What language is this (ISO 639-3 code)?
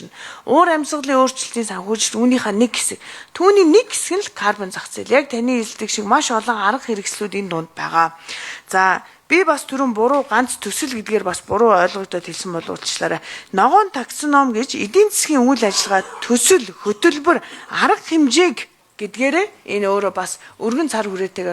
mon